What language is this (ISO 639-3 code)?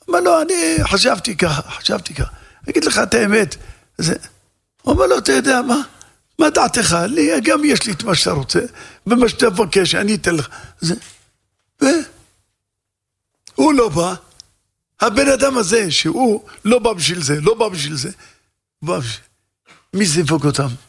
heb